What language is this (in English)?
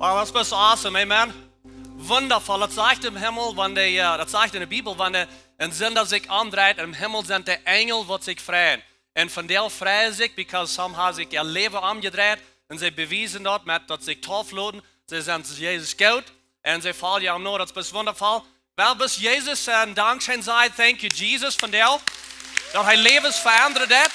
Plautdietsch